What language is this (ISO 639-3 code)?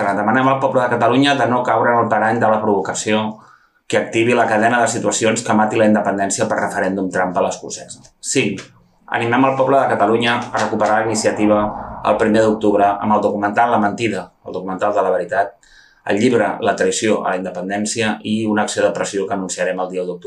cat